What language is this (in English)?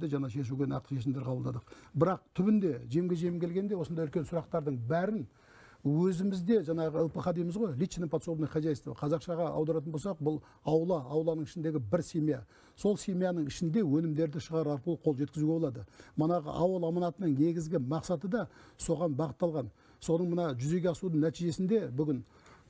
Kazakh